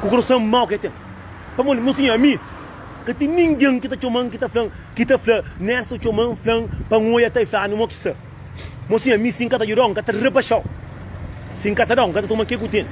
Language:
Kabuverdianu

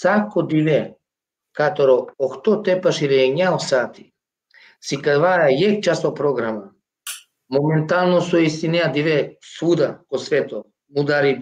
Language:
Balkan Romani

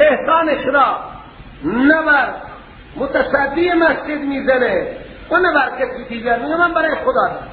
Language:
Persian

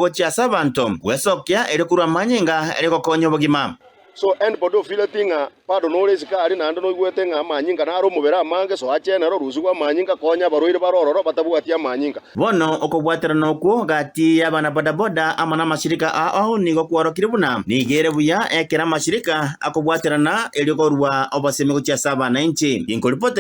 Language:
Gusii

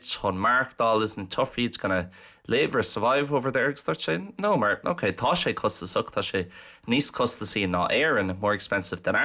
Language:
Irish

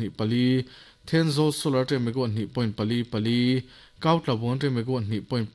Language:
Mizo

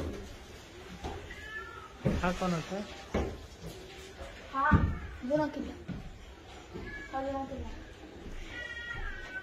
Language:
Kannada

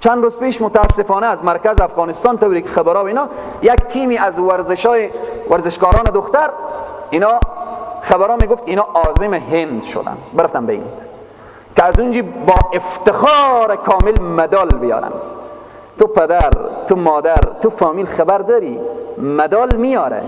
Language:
Persian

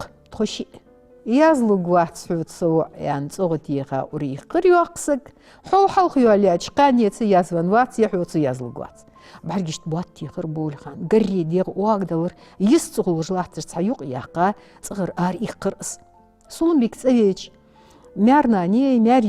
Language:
Ingush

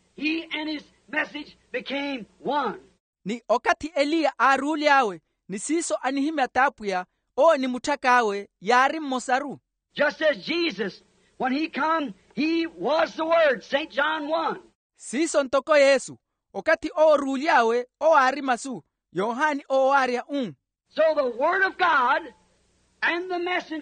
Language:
Makhuwa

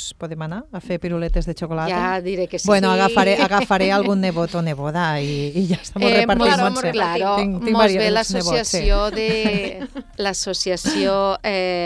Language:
Catalan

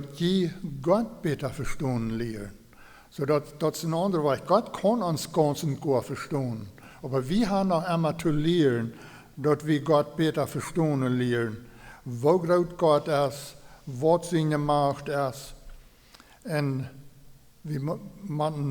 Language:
Plautdietsch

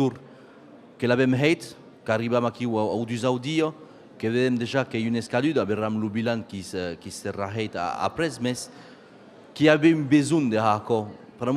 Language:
Occitan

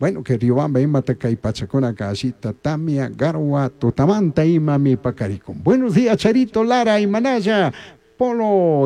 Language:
Chimborazo Highland Quichua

